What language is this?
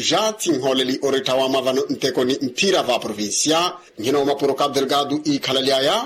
Makhuwa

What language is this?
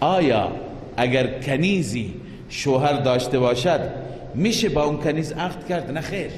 Persian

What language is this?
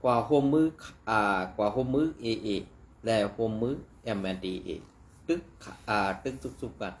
Shan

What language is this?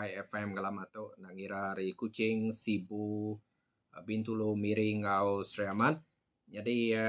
Iban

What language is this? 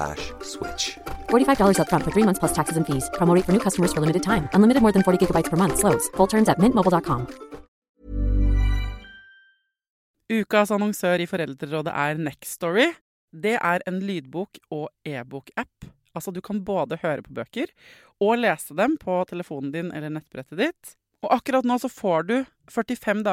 Norwegian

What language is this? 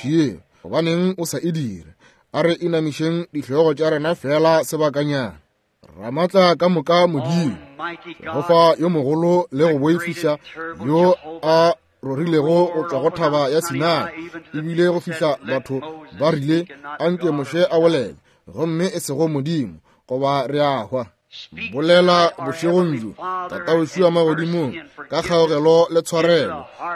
Northern Sotho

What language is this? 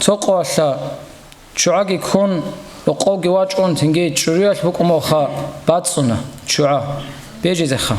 Avaric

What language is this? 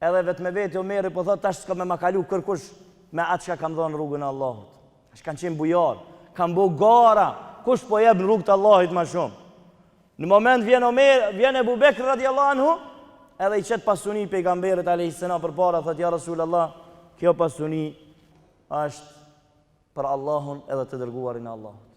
Albanian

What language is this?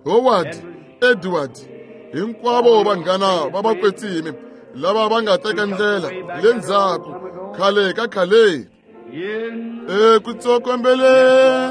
Tsonga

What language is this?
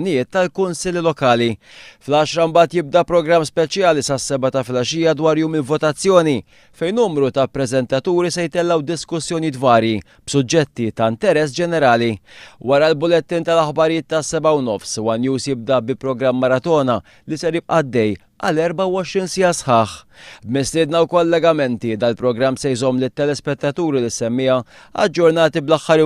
Maltese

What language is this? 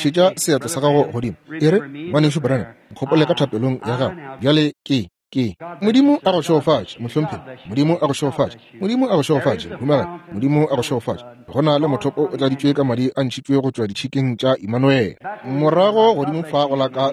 Northern Sotho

